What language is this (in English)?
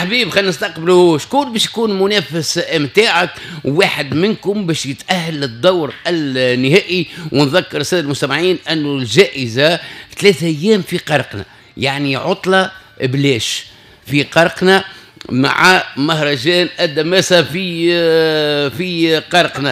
Tunisian Arabic